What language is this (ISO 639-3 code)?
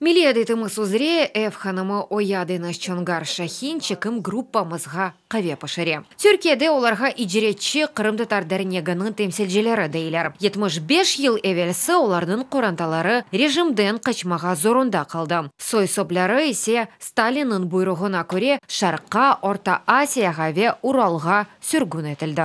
crh